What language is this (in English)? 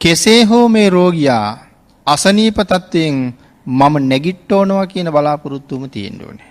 Sinhala